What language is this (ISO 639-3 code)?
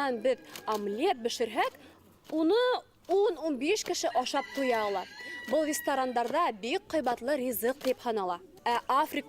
bak